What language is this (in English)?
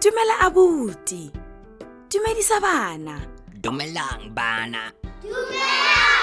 Tswana